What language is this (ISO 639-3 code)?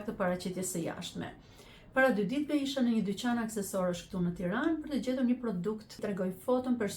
sqi